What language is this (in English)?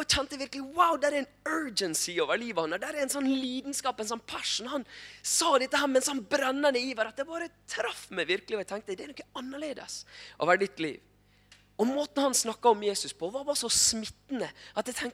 Norwegian